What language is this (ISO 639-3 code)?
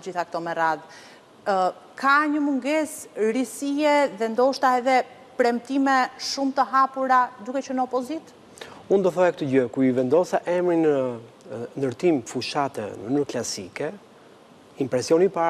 sqi